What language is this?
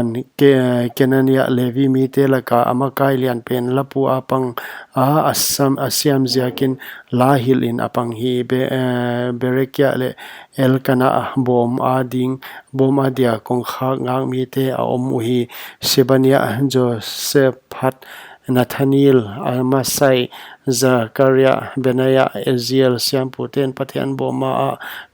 Paite Chin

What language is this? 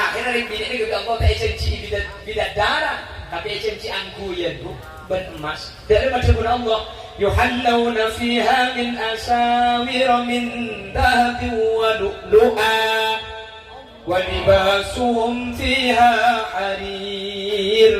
Madurese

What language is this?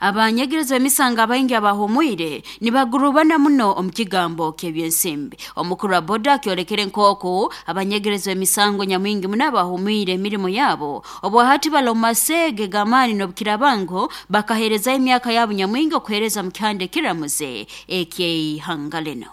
Nyoro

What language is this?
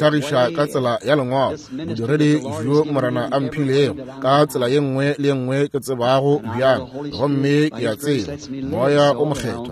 Northern Sotho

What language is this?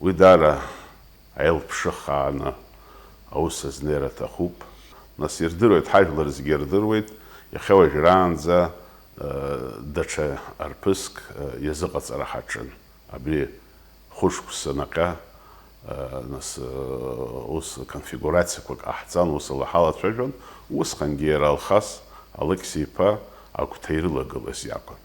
Abkhazian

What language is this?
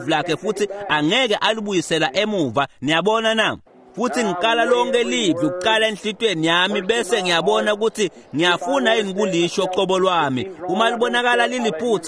Swati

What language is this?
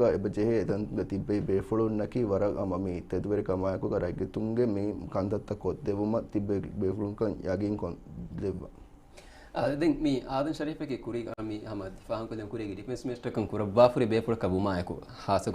Divehi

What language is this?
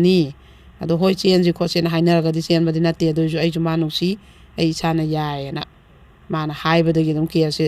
Manipuri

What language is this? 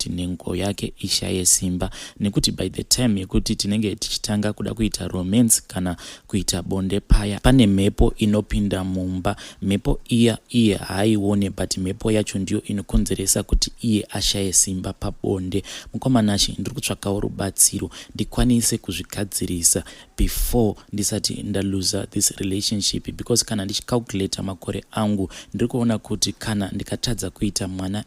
Shona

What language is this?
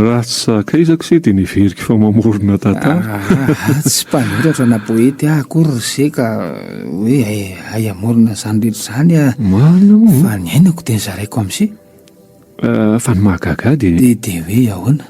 Malagasy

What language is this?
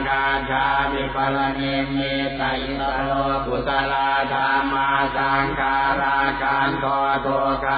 Pali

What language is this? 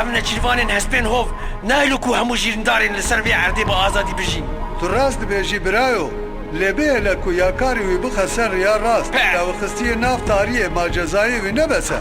Kurdish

